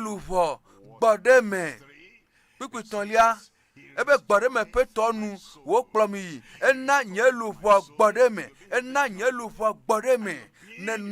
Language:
Ewe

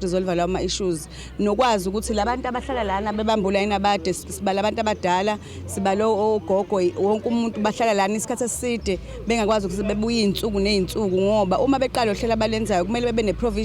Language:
Zulu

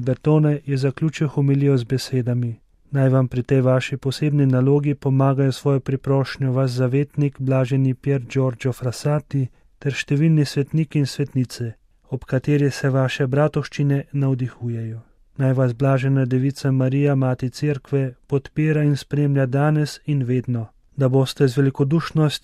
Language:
Slovenian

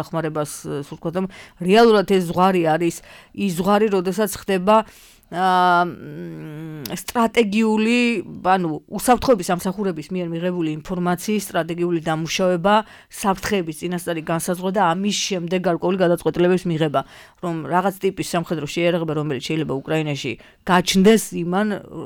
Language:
Georgian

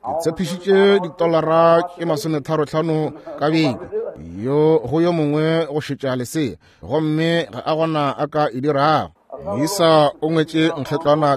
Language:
Northern Sotho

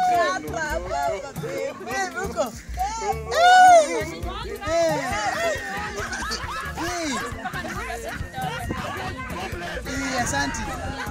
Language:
Swahili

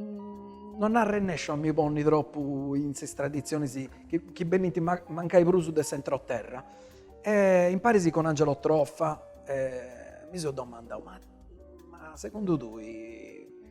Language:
Sardinian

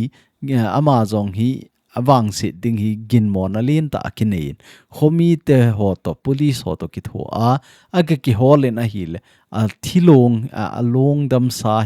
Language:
Thado Chin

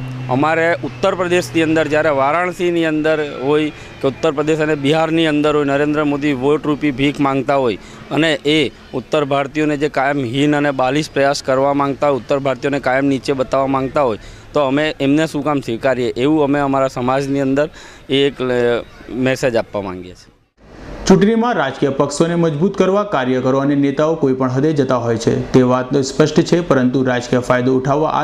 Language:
Gujarati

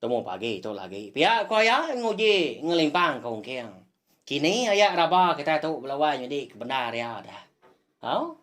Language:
Iban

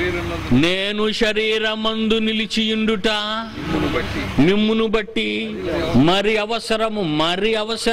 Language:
Telugu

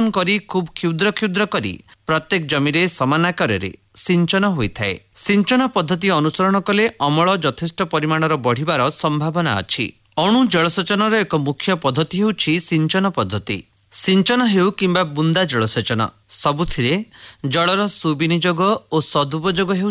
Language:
Odia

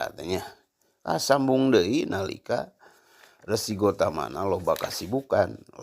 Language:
Sundanese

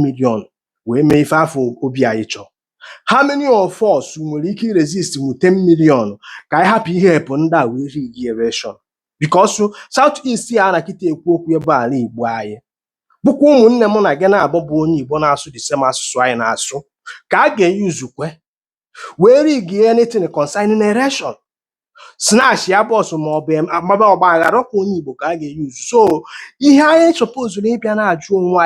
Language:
Igbo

